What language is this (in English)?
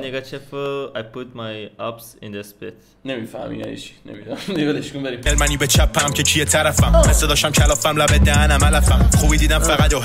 Persian